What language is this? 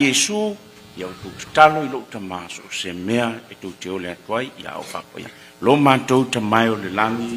Samoan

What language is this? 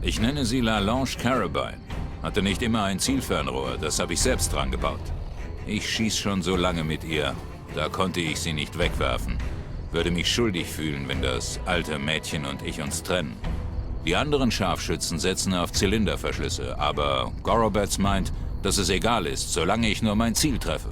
Bavarian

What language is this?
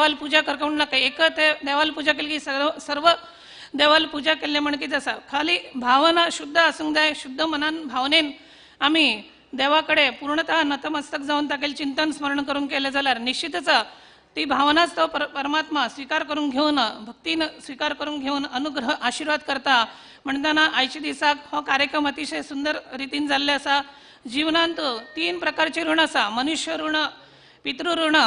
Konkani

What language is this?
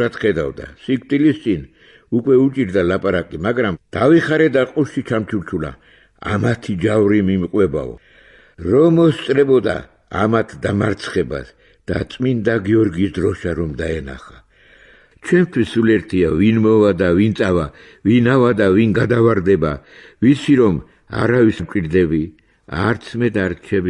Georgian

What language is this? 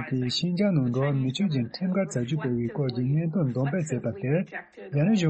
Tibetan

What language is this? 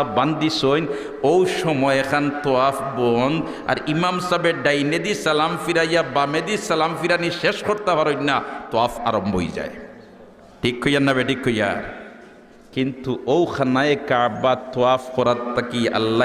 Sylheti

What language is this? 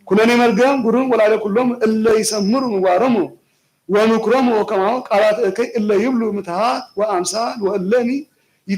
Geez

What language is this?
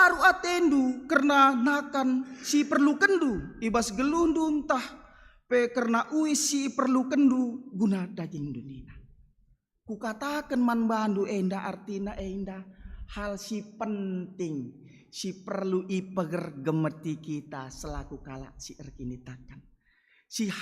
Batak Karo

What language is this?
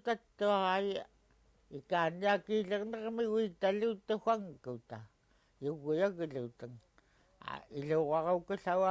Central Yupik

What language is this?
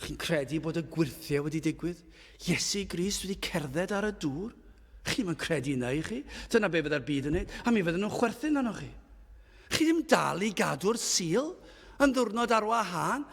Welsh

